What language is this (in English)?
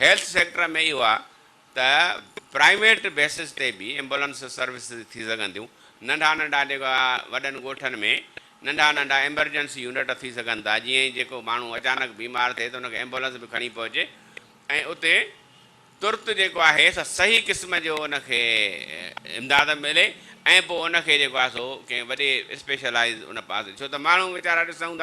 Sindhi